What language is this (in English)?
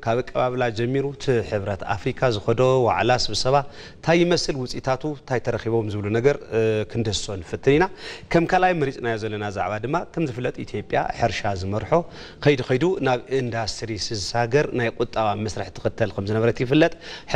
Tigrinya